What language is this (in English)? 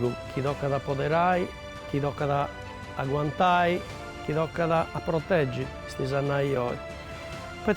Sardinian